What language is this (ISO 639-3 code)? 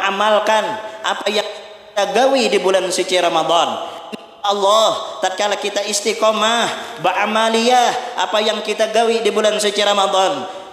bjn